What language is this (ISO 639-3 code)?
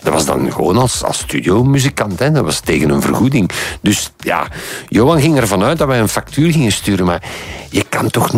nld